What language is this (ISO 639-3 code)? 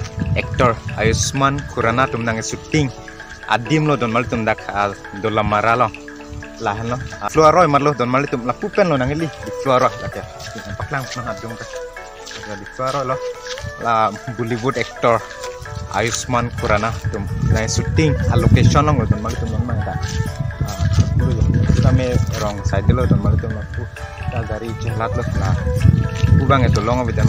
mjw